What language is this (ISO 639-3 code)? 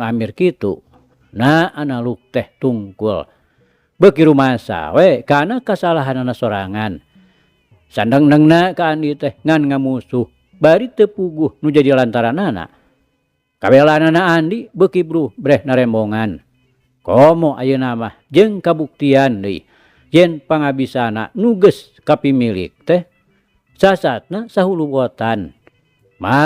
sun